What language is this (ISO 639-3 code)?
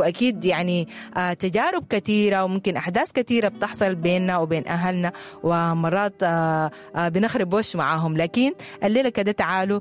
apd